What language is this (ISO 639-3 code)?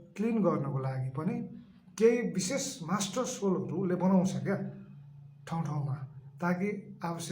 nep